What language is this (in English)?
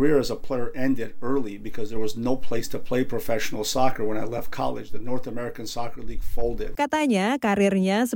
Indonesian